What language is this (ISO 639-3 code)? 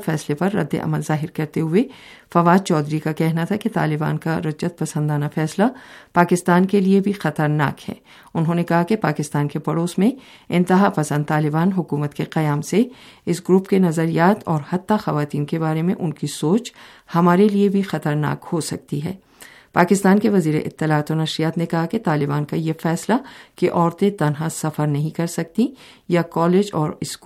urd